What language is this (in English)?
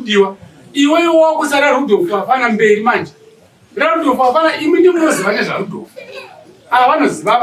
Shona